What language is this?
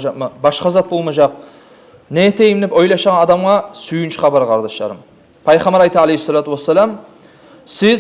Kumyk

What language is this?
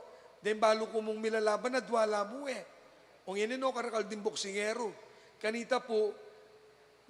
Pampanga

